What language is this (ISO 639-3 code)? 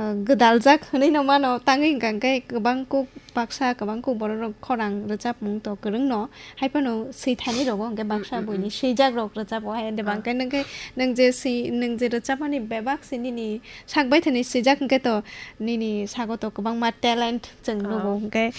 trp